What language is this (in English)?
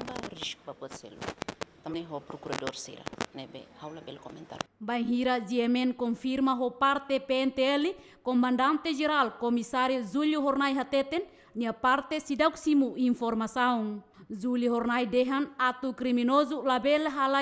Tetum